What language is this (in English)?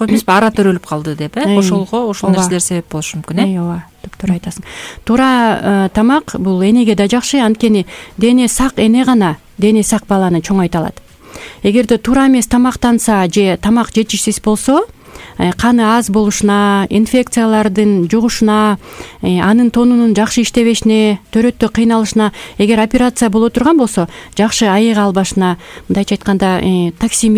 Kyrgyz